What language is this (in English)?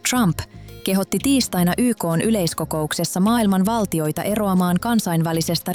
Finnish